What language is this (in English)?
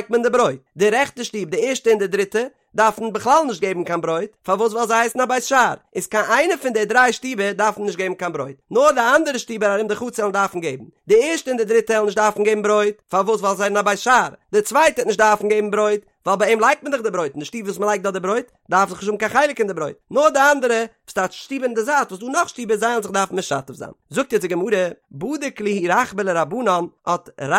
Yiddish